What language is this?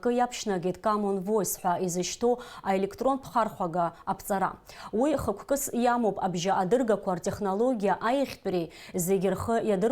Abkhazian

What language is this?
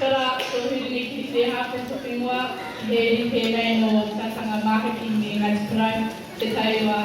Māori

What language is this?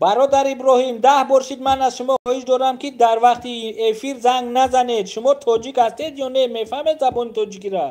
Tajik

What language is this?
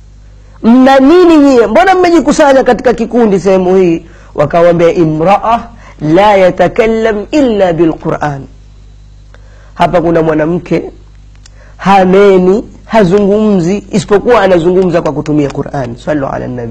Swahili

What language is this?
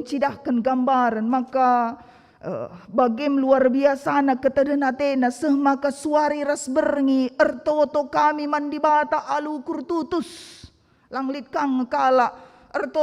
Batak Karo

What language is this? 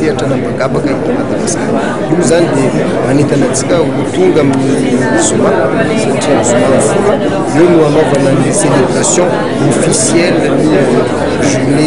Malagasy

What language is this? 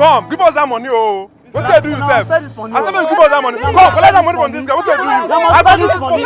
Nigerian Pidgin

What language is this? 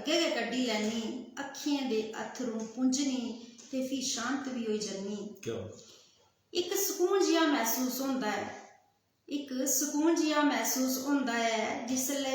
Dogri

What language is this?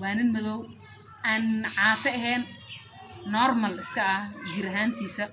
Somali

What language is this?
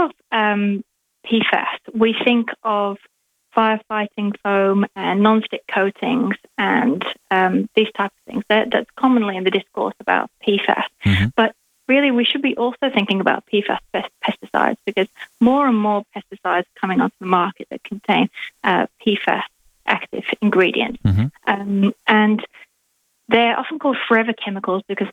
English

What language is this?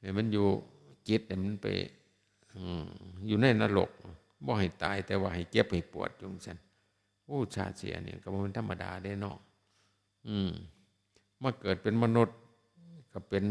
Northeastern Thai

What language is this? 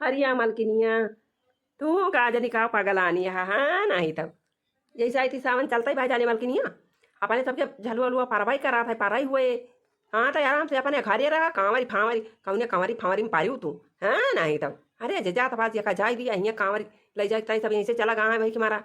Awadhi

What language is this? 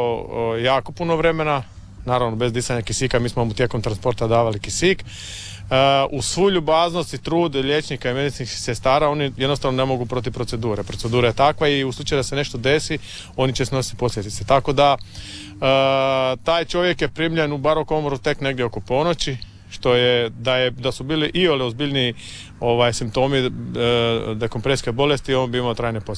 Croatian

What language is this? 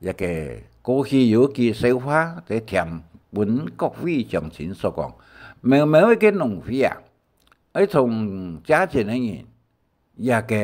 Hakka Chinese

